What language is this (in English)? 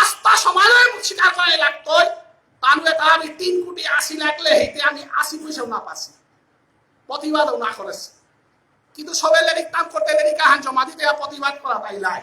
Bishnupriya